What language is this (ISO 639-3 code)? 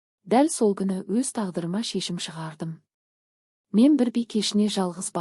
kaz